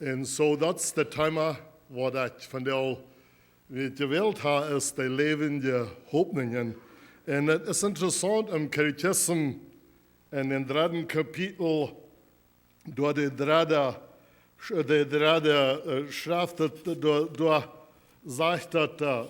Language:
Plautdietsch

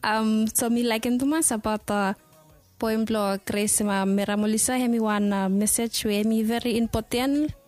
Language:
Bislama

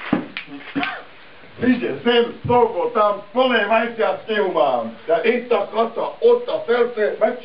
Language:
Slovak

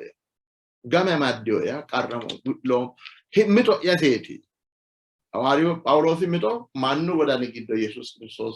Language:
Sidamo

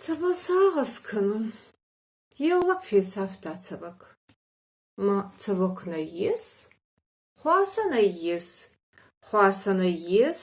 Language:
Ossetic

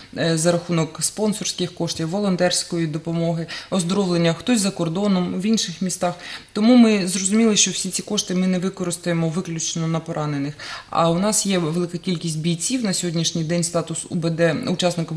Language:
Ukrainian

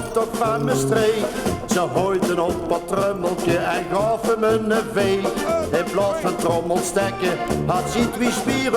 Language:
Limburgish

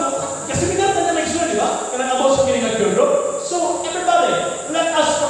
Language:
Cebuano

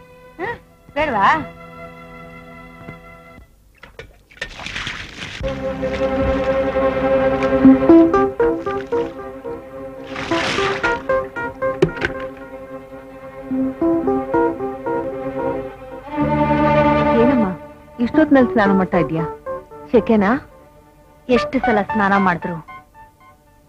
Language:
Kannada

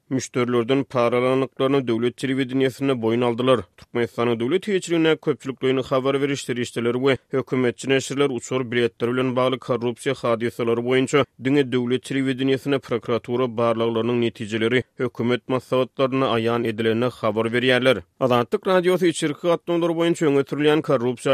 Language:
Turkmen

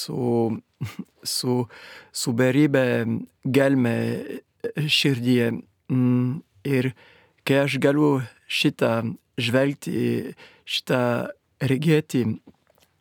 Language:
Lithuanian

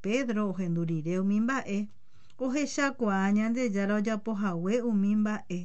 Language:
Guarani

